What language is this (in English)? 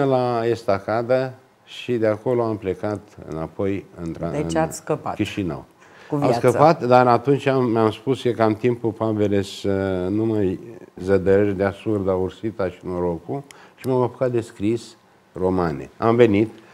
Romanian